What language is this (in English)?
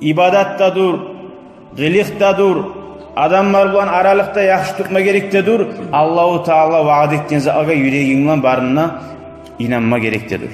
Kumyk